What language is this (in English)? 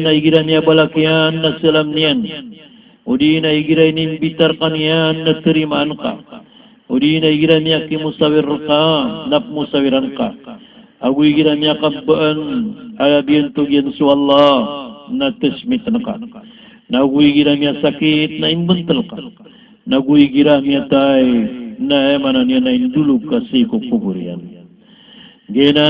Maranao